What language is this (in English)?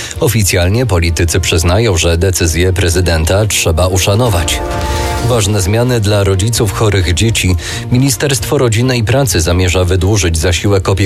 Polish